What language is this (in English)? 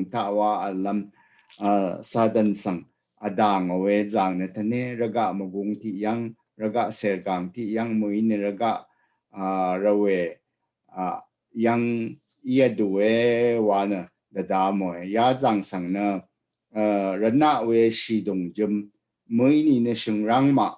Rawang